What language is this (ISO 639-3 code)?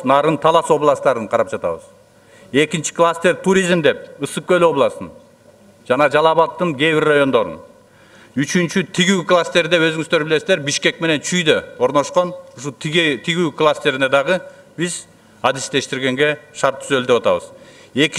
kir